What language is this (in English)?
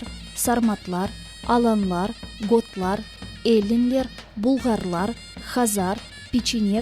Crimean Tatar